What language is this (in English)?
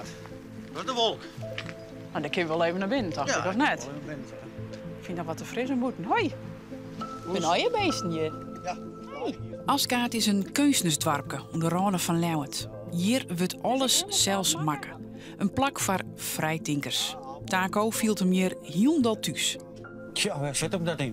Western Frisian